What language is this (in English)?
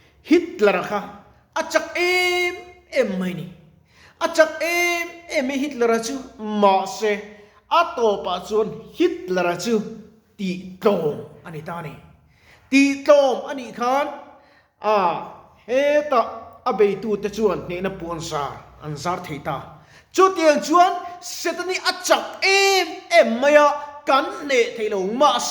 Mizo